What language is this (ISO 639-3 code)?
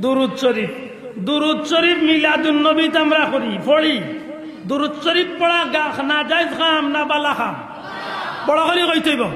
syl